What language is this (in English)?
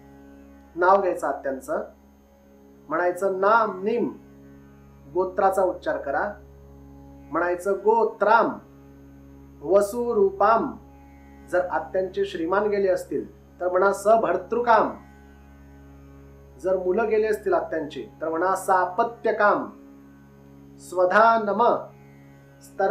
Marathi